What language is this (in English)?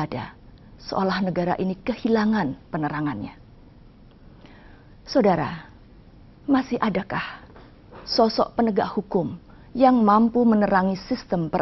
Indonesian